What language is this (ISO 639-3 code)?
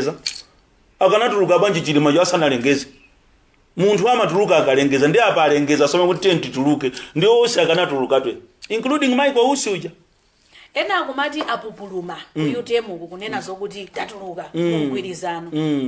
nya